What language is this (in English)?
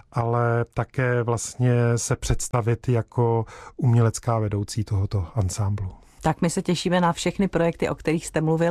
Czech